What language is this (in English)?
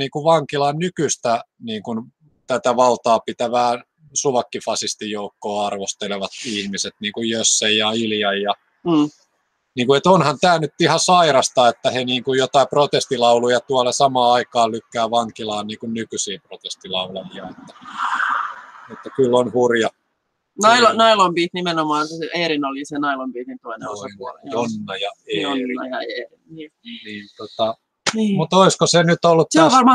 Finnish